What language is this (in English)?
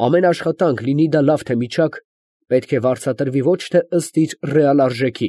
Armenian